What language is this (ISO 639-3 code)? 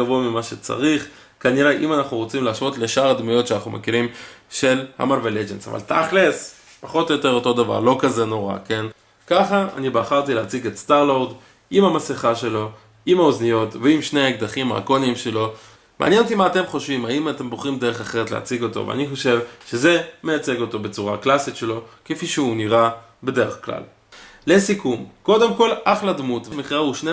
heb